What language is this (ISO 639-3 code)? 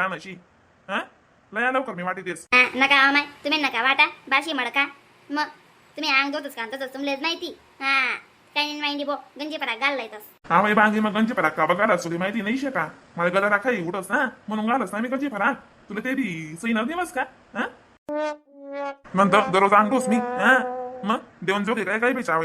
khn